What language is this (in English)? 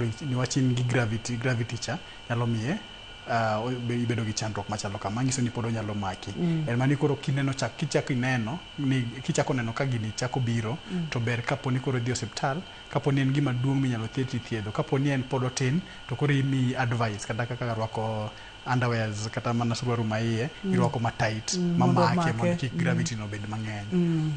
Luo (Kenya and Tanzania)